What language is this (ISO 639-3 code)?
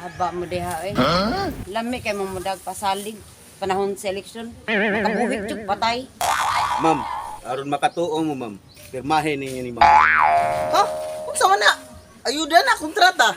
ceb